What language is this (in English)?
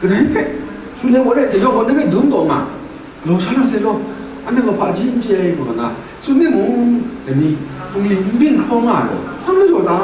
Kachin